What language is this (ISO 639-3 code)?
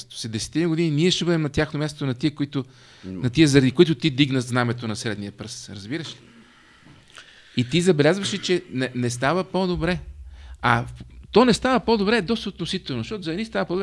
bul